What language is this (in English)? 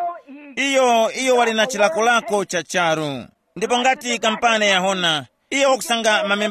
Tumbuka